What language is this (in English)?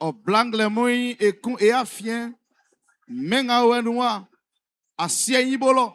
Baoulé